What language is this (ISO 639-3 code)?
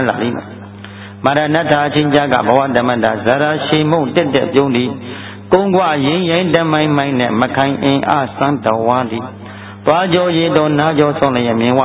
mya